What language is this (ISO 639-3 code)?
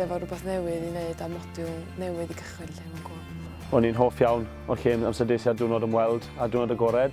cym